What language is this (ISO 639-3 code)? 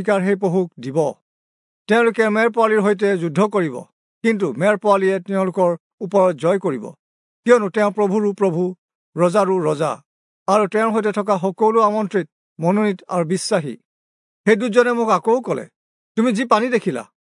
asm